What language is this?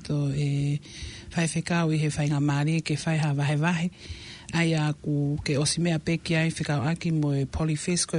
Tongan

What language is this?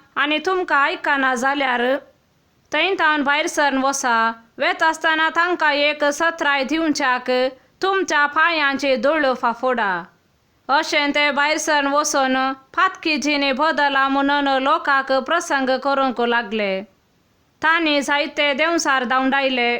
Konkani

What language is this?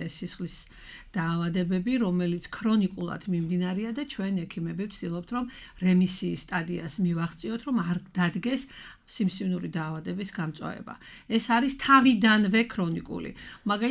Georgian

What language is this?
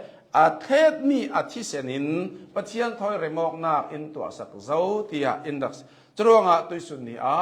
Hakha Chin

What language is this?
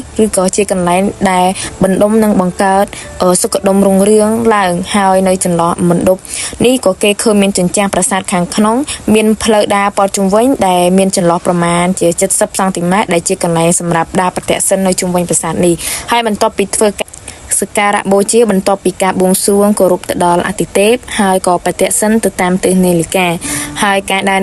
Khmer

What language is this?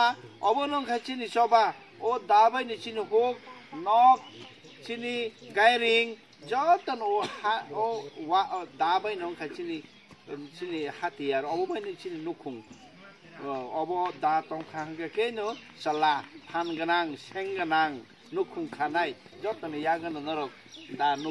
Kok Borok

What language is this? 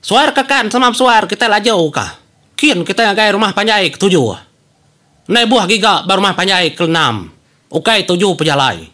Iban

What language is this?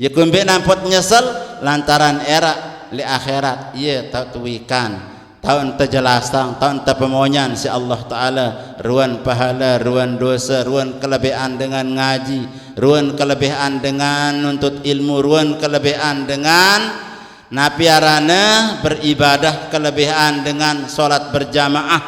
Sasak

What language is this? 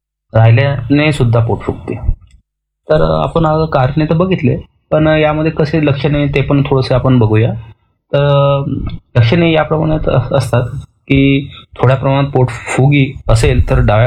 Marathi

